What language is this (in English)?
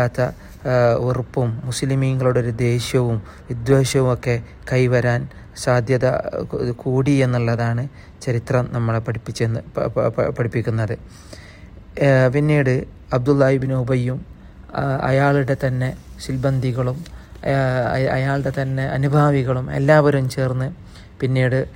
Malayalam